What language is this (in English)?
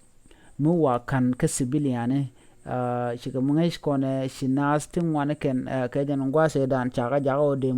Nuer